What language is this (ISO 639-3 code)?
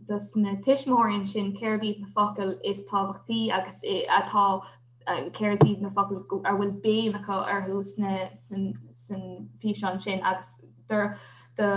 gle